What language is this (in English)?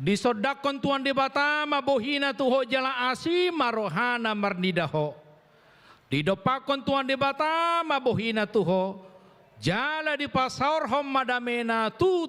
Batak Toba